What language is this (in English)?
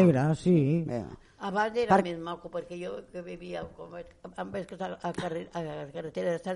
Catalan